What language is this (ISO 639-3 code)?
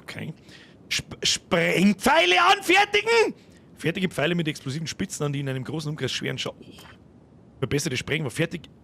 bar